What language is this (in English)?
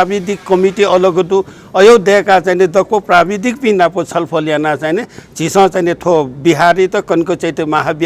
Newari